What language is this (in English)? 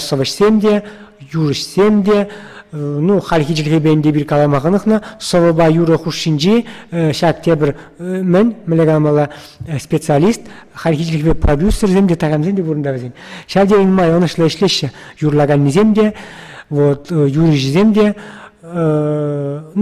Chuvash